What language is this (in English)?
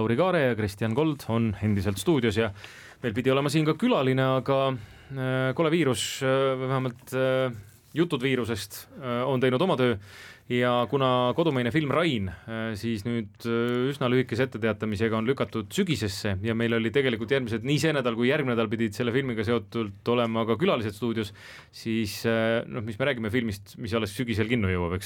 Estonian